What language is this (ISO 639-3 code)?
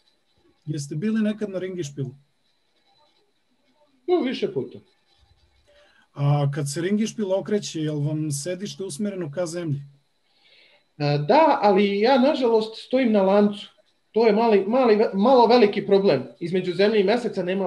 srp